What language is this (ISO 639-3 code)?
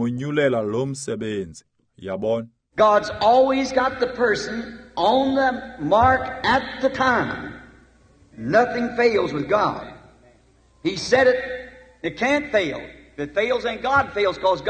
xho